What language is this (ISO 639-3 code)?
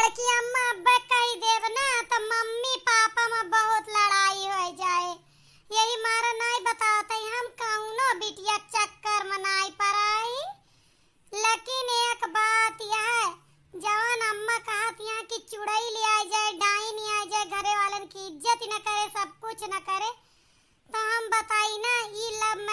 awa